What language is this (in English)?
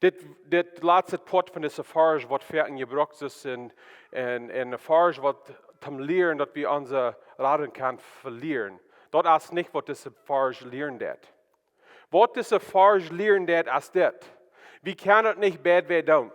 Plautdietsch